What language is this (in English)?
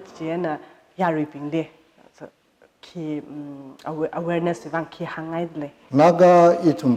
Tangkhul Naga (India)